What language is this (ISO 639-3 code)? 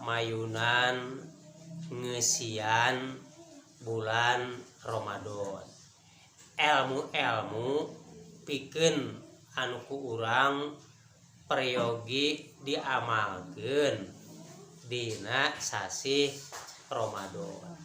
sun